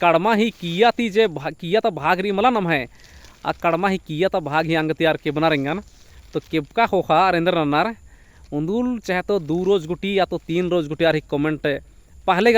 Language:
Kurukh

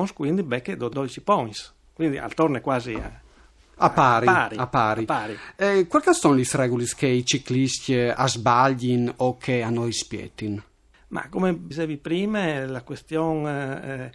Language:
Friulian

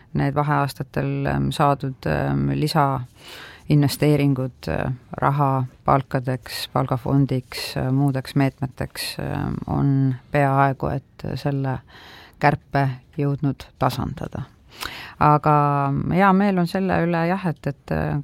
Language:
Estonian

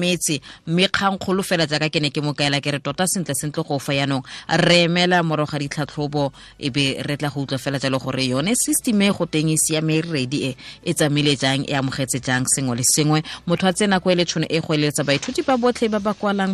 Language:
Tswana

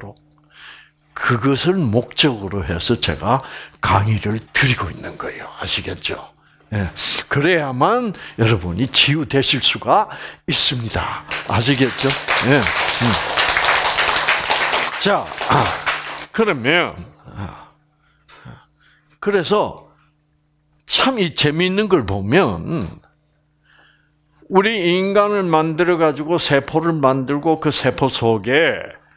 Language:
Korean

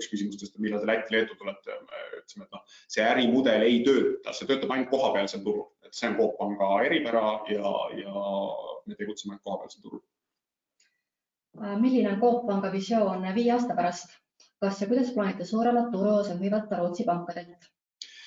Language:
Estonian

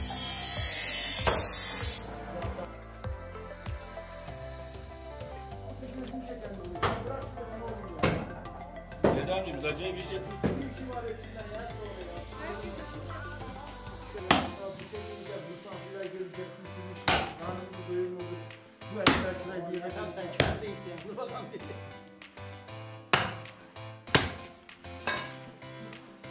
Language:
Turkish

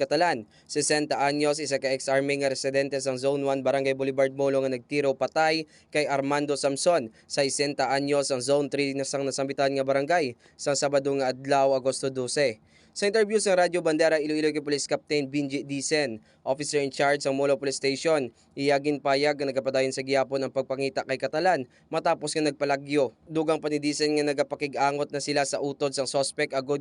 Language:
Hiligaynon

